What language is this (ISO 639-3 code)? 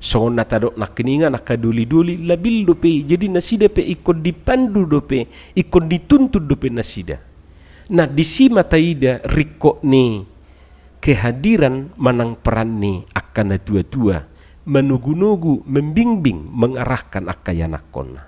bbc